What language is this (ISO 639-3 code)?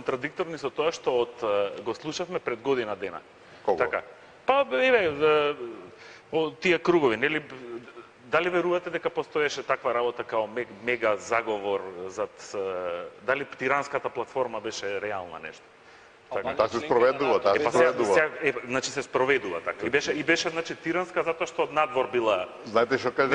mkd